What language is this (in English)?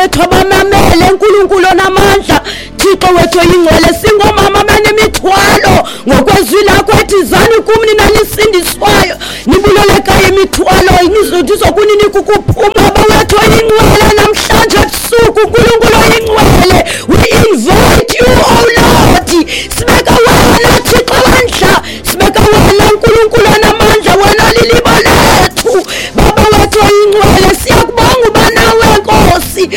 Xhosa